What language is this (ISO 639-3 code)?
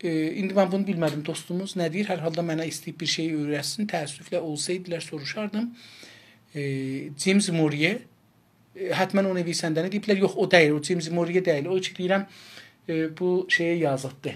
azb